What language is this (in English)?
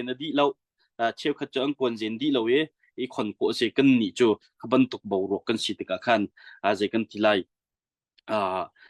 Hakha Chin